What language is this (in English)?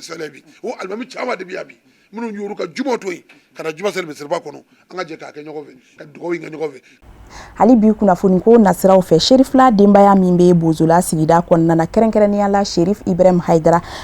Bambara